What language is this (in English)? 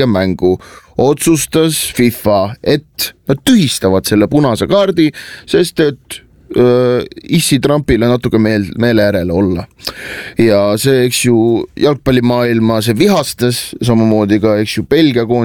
Estonian